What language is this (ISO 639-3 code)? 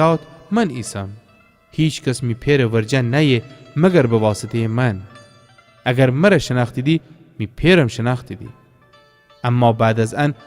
glk